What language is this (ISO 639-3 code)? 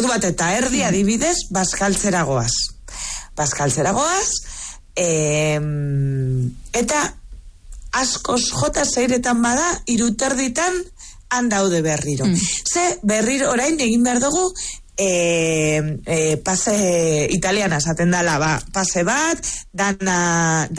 eus